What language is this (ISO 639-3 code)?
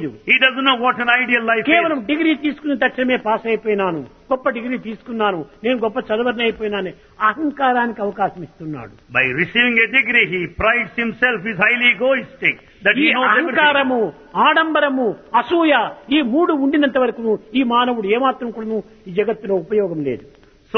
tel